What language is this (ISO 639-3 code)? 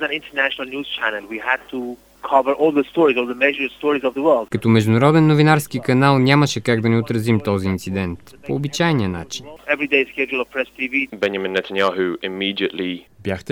bul